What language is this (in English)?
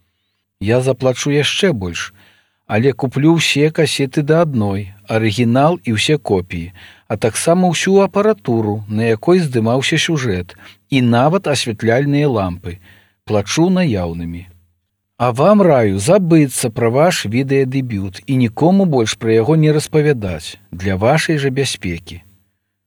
Belarusian